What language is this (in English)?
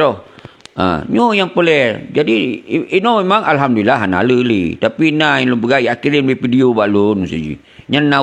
Achinese